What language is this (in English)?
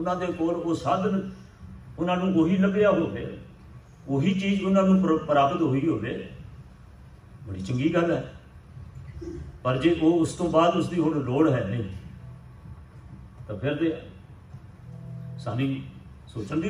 Punjabi